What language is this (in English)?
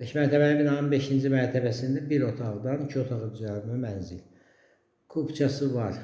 Azerbaijani